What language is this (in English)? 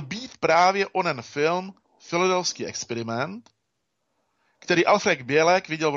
Czech